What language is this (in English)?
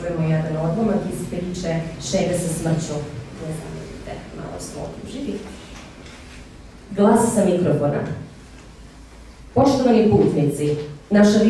Serbian